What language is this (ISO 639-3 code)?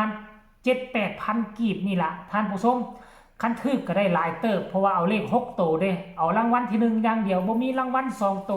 tts